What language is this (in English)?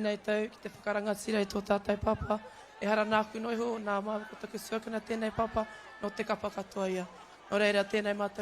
Māori